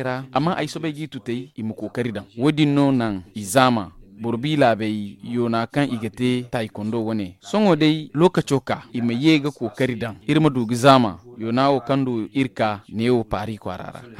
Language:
Zarma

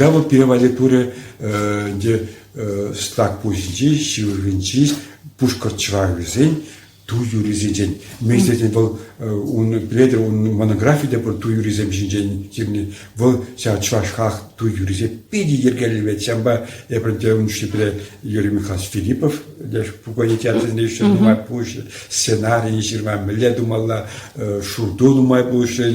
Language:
Chuvash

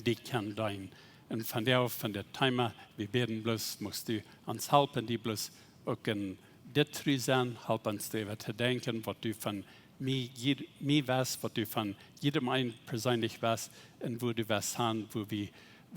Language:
Plautdietsch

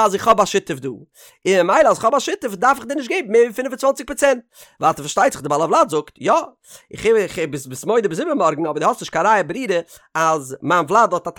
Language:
Yiddish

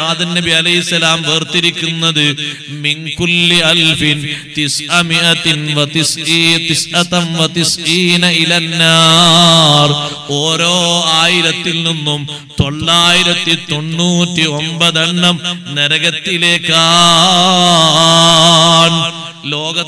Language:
Malayalam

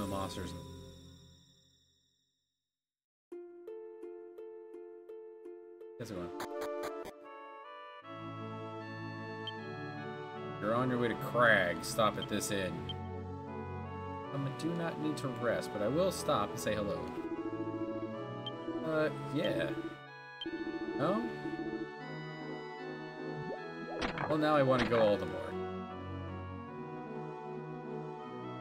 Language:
English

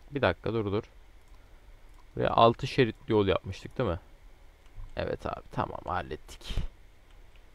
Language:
Turkish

